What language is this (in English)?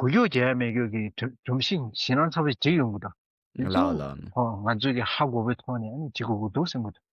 Tibetan